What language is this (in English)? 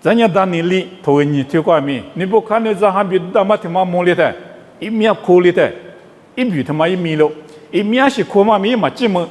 Lisu